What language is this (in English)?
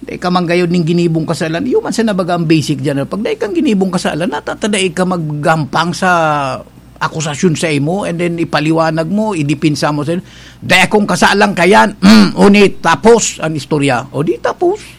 Bikol